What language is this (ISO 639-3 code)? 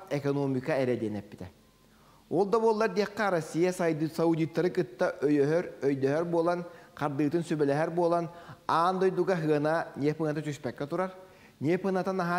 sah